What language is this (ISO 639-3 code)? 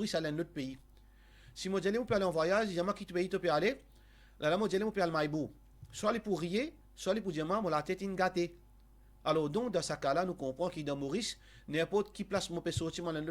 mfe